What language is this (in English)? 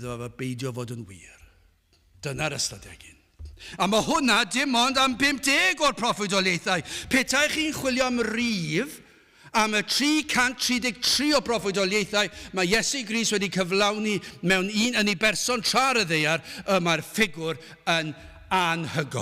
Welsh